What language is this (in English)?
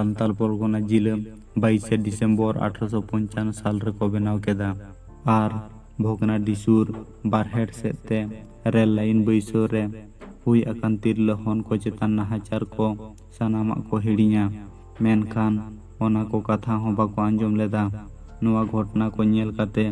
Santali